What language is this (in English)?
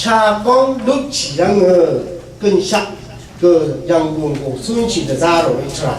Rawang